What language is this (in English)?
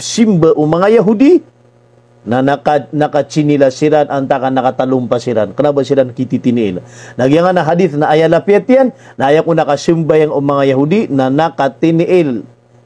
Maranao